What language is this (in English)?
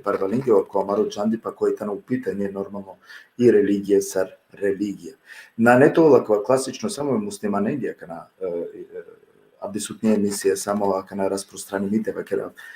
Balkan Romani